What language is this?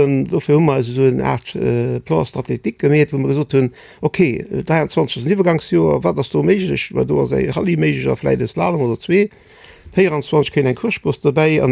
Luxembourgish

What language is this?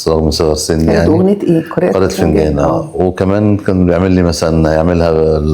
Egyptian Arabic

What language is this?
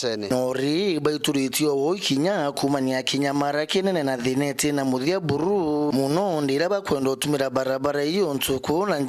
Meru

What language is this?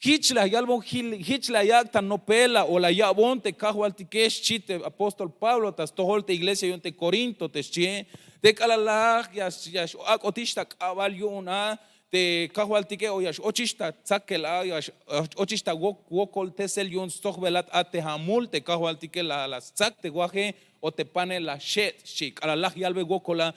Tzeltal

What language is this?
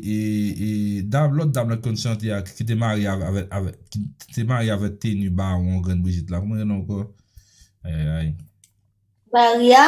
Haitian Creole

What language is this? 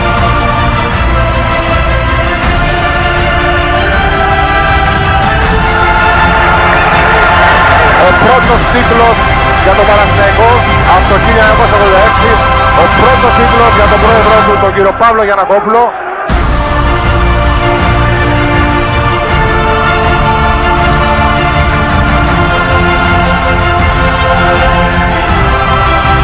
Greek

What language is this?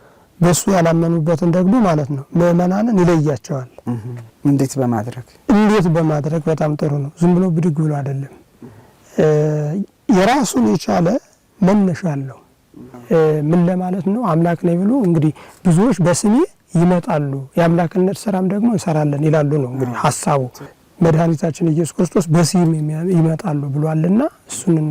Amharic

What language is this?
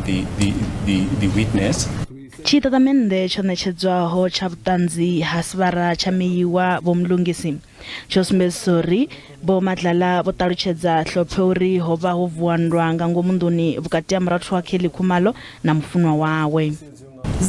Venda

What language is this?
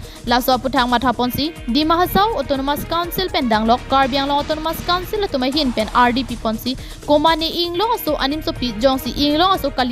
Karbi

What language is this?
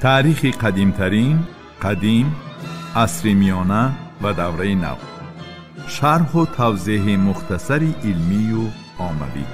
Tajik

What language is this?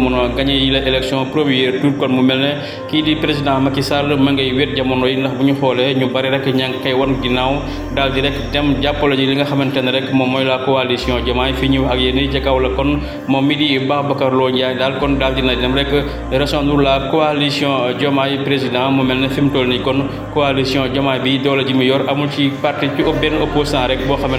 Wolof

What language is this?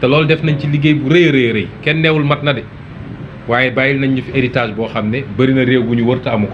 Wolof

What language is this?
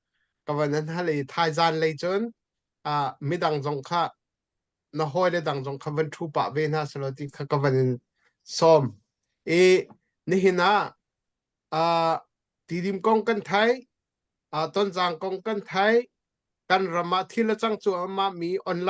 Hakha Chin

